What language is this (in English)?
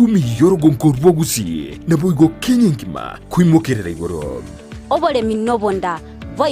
Gusii